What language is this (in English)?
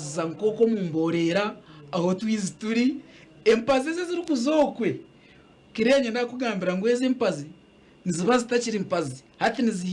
Nyankole